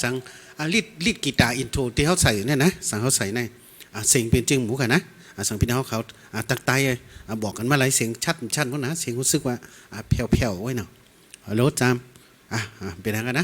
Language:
Shan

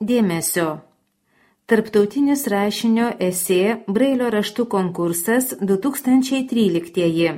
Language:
Lithuanian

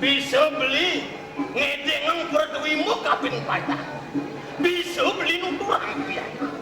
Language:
Balinese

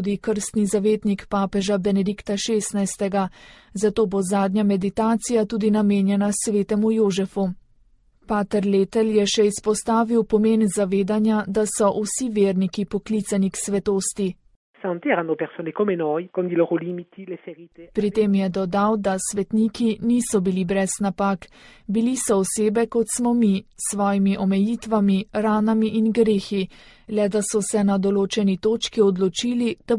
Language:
Slovenian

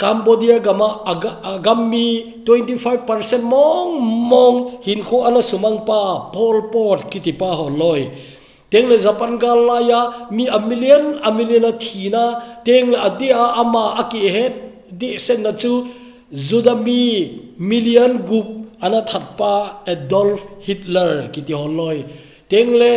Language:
Thado Chin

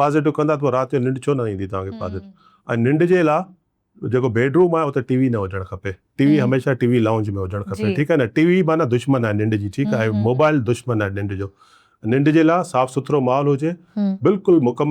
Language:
Sindhi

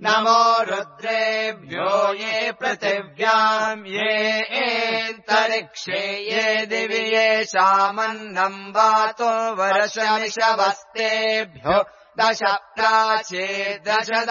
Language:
Sanskrit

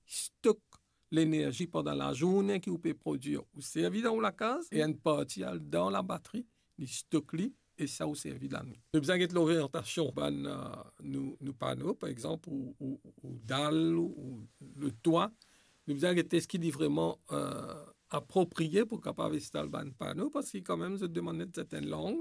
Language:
Morisyen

